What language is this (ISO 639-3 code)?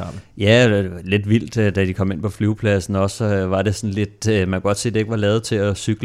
dan